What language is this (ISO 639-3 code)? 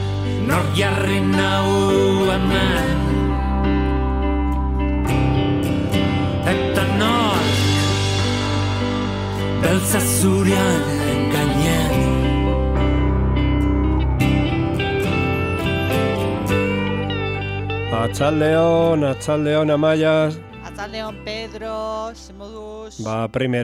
eus